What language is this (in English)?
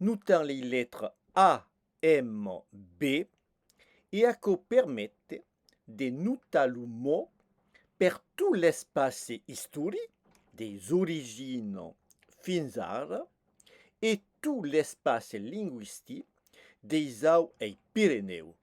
Occitan